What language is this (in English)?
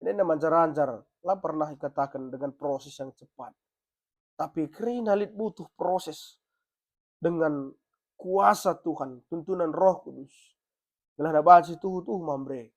Batak Karo